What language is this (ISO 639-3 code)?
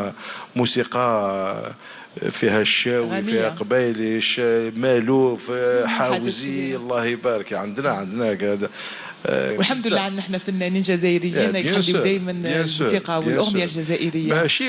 arq